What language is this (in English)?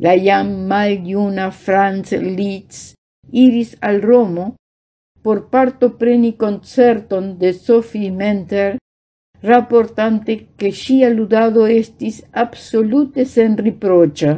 Esperanto